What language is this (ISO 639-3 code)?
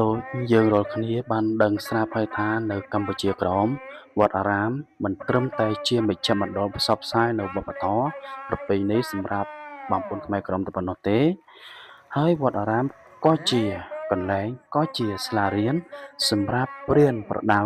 khm